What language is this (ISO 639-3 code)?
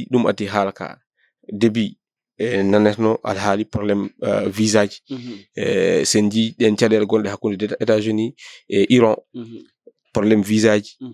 ful